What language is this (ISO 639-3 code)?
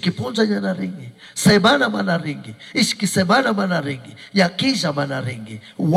qug